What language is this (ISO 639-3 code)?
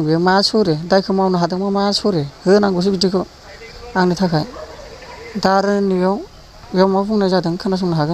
brx